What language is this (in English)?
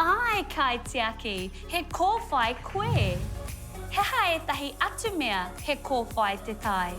Māori